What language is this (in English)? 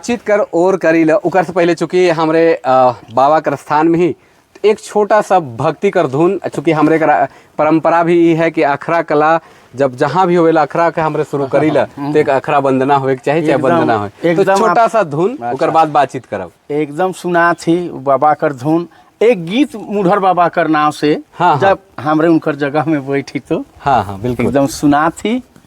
Sadri